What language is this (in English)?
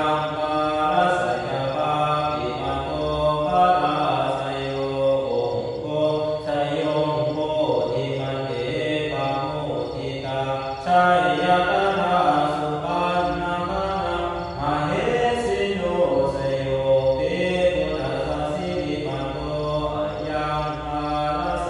Pali